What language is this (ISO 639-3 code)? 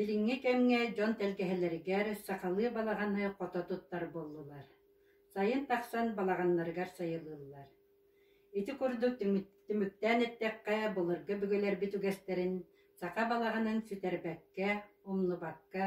sah